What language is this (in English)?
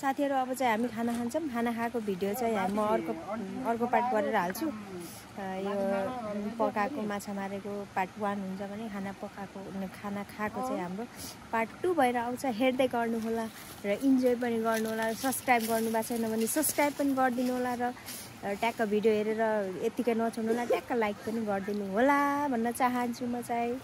Nepali